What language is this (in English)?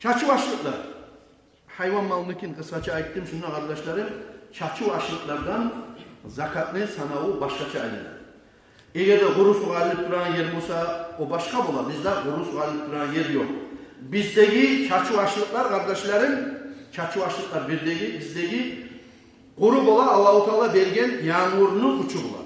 Kumyk